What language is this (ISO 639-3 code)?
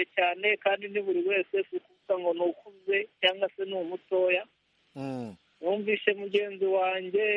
kin